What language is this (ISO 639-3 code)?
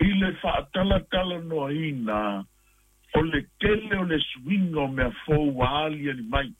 smo